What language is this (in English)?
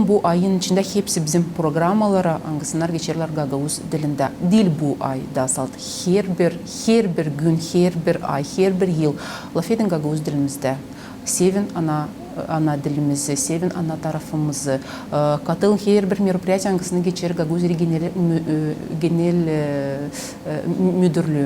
Gagauz